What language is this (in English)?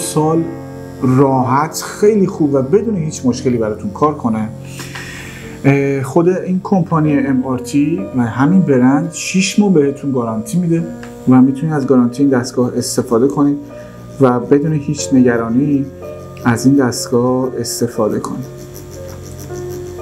Persian